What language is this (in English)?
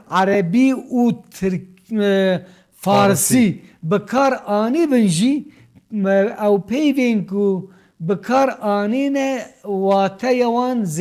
Kurdish